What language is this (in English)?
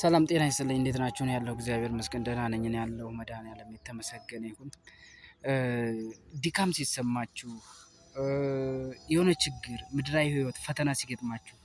Amharic